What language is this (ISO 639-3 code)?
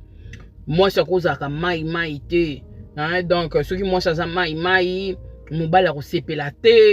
lin